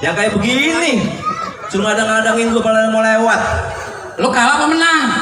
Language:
Betawi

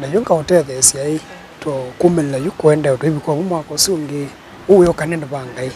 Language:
Kamba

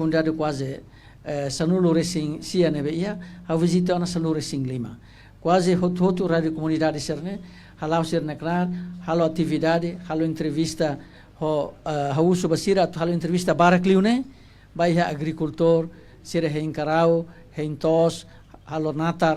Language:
Tetum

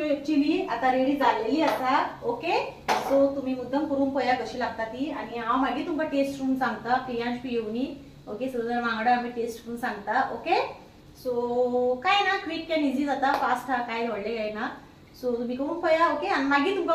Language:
Konkani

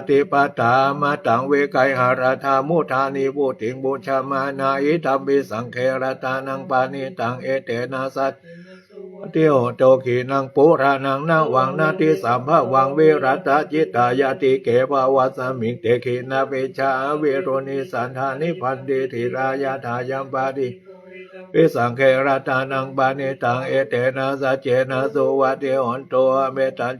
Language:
Pali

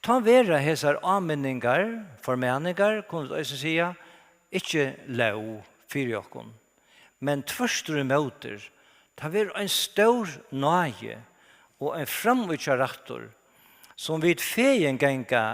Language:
Faroese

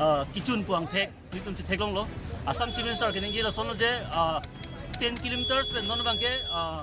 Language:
Karbi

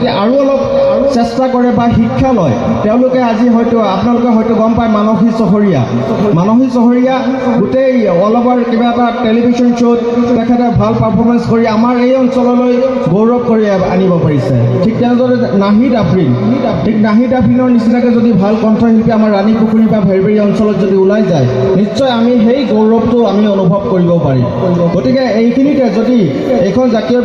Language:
Assamese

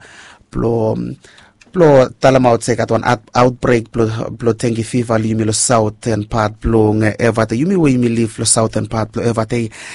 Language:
Bislama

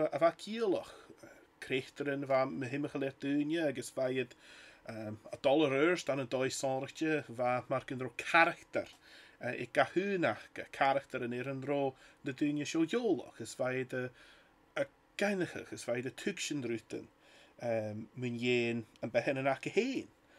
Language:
Scottish Gaelic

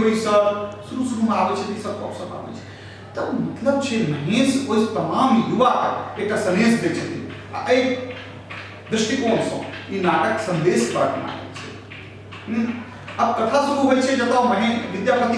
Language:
Maithili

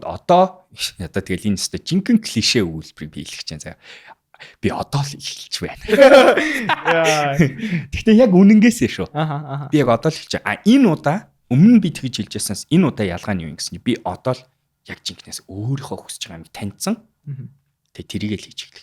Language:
Mongolian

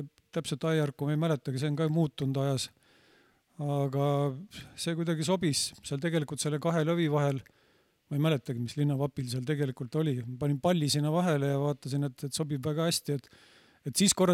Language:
Estonian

